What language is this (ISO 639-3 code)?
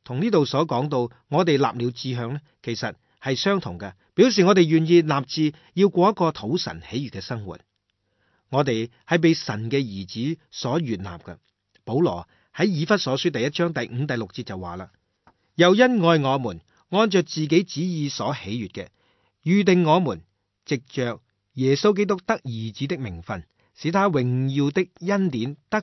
yue